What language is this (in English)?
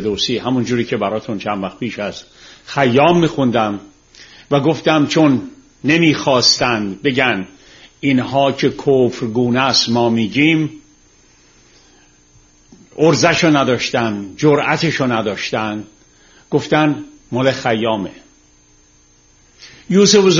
Persian